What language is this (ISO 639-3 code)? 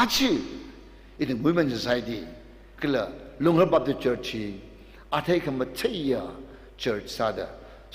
nmf